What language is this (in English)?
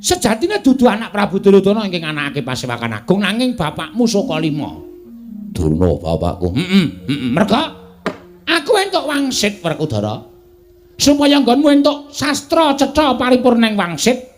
Javanese